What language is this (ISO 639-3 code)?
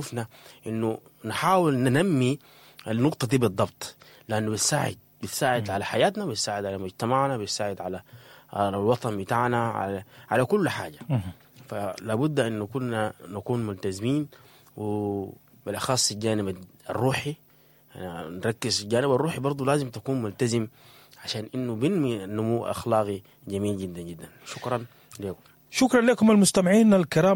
apd